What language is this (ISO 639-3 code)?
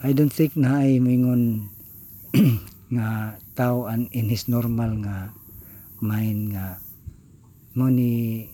ceb